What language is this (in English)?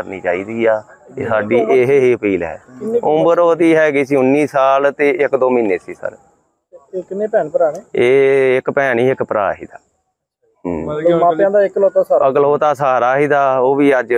Punjabi